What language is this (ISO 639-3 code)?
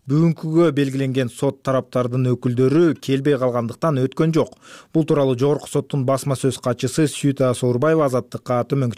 kir